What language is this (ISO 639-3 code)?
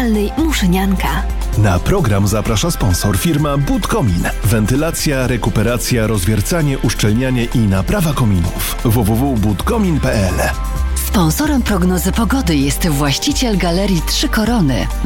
pol